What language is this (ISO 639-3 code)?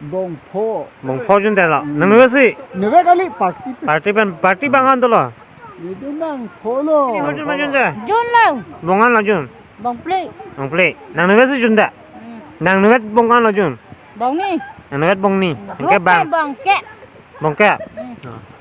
mjw